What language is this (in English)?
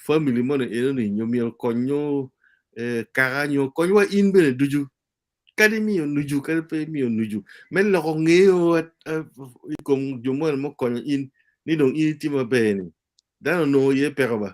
Acoli